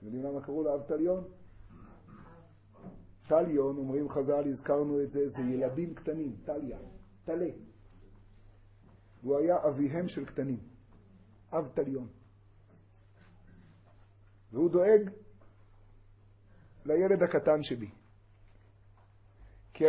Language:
Hebrew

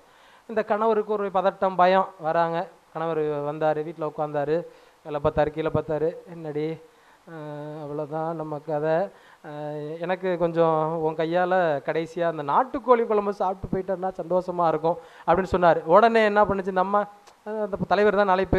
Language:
Tamil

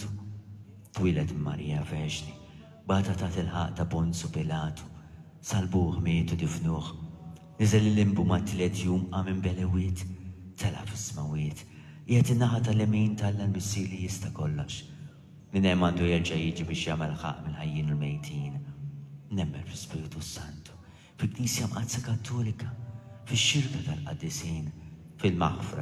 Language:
Maltese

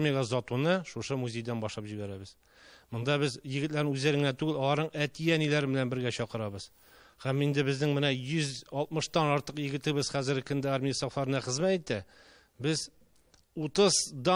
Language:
Tatar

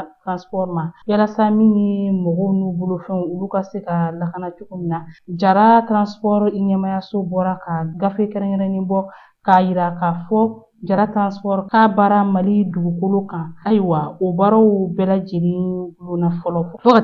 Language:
Bambara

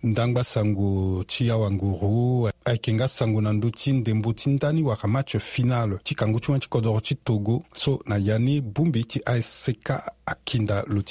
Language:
Sango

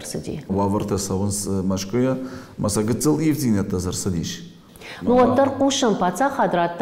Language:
Ossetic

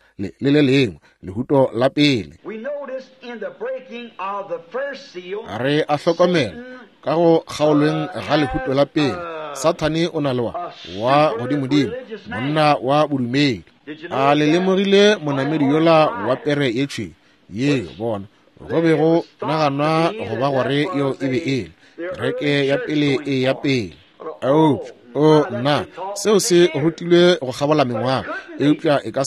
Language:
Northern Sotho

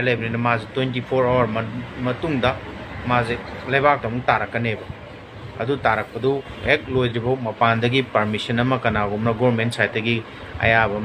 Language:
Manipuri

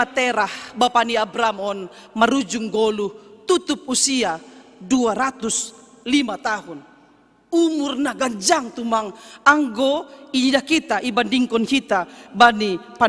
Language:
Batak Simalungun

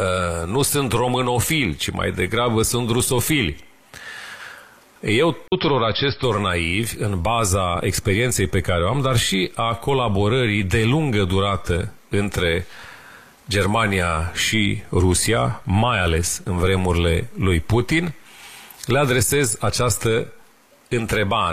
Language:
Romanian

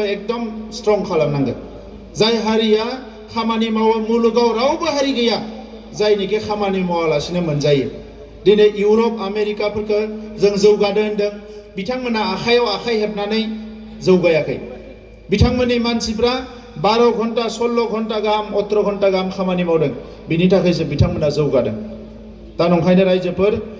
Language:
Bodo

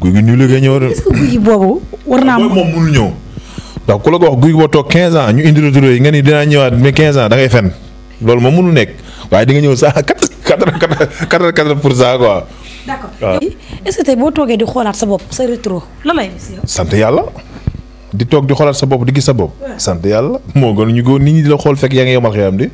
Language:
Wolof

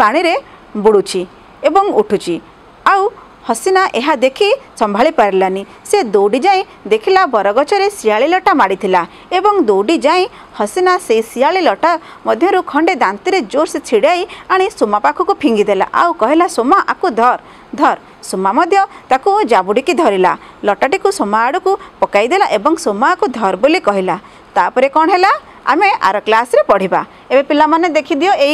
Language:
Odia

